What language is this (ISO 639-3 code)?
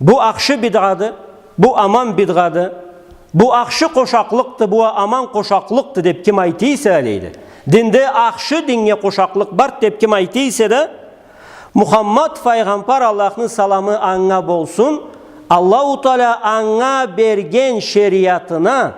krc